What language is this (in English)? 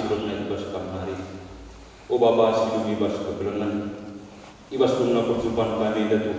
Batak Karo